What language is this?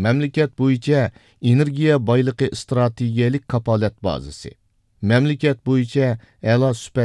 Uyghur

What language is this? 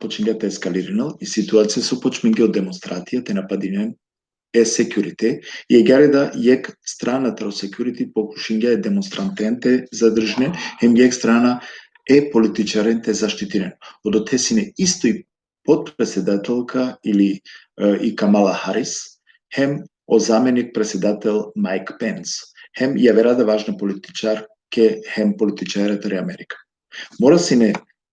Balkan Romani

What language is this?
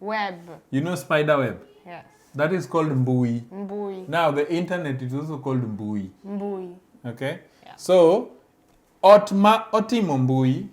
Luo (Kenya and Tanzania)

